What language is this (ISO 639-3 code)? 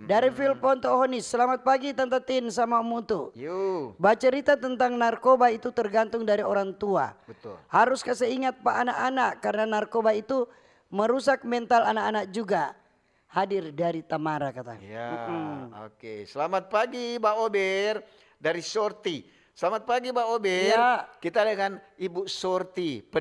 xmm